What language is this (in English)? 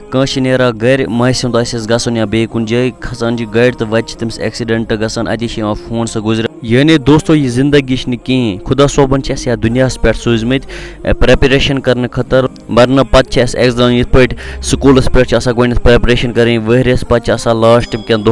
Kashmiri